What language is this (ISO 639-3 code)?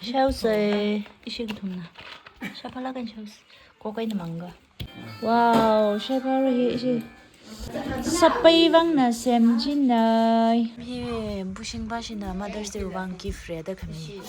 nmf